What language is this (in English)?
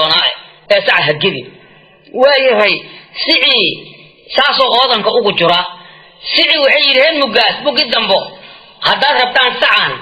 Somali